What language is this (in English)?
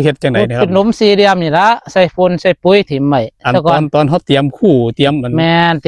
Northeastern Thai